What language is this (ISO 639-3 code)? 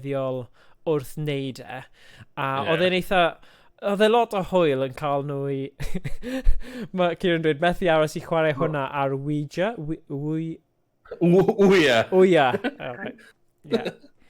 cym